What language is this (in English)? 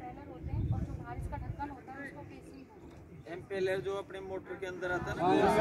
Hindi